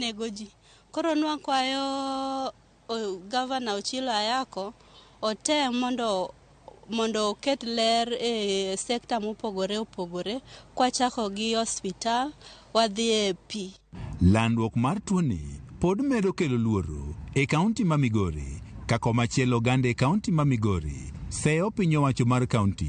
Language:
Luo (Kenya and Tanzania)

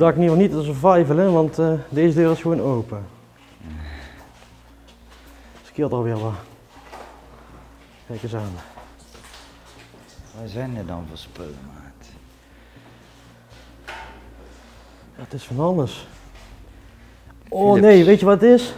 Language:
Dutch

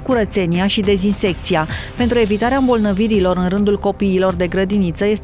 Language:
Romanian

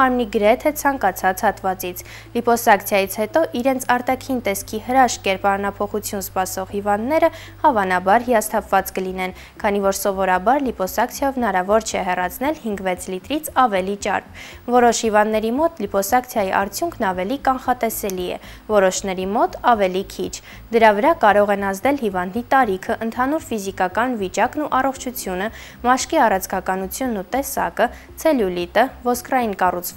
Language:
Armenian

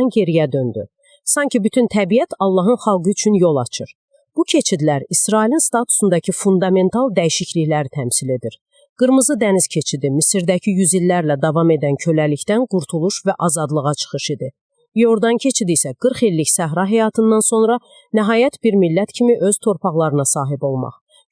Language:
Azerbaijani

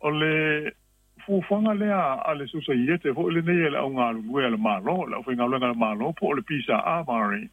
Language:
Samoan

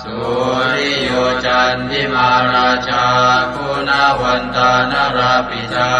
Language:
Pali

